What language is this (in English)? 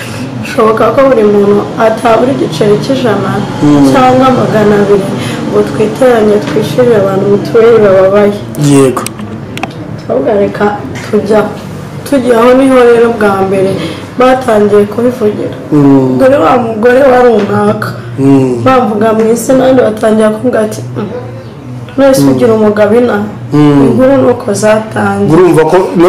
Kinyarwanda